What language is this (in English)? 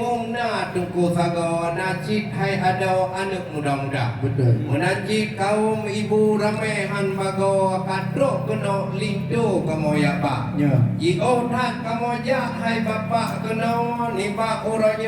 Achinese